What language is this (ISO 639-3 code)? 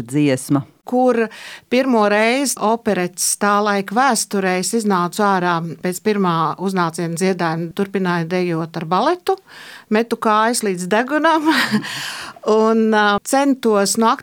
lav